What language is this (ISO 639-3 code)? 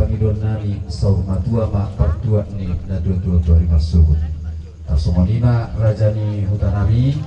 bbc